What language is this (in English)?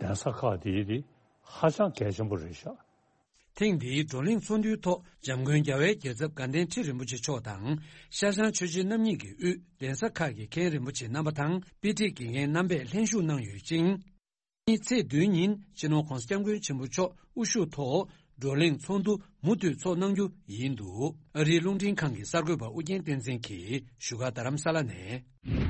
Tibetan